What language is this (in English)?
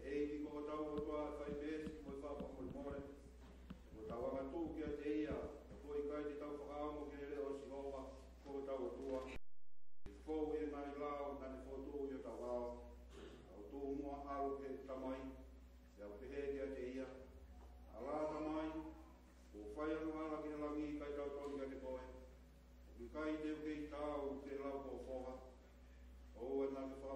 Tongan